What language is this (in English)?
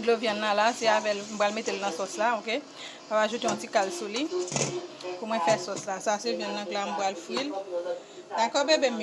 Haitian Creole